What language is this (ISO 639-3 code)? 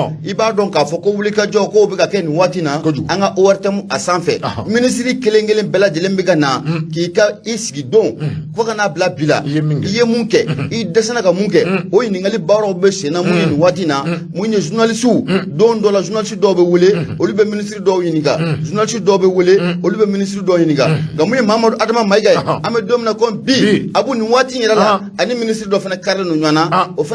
bam